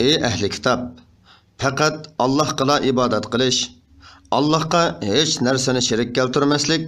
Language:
Uyghur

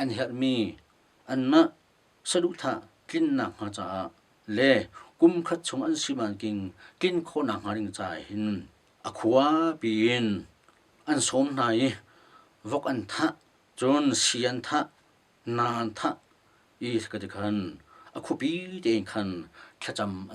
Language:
Hakha Chin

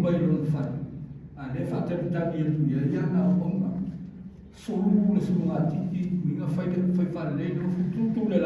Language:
Samoan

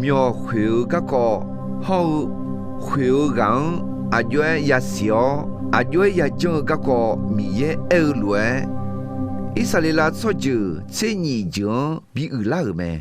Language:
Akha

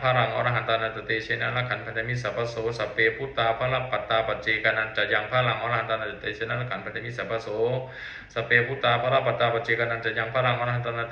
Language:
Pali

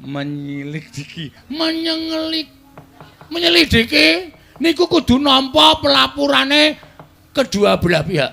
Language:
Javanese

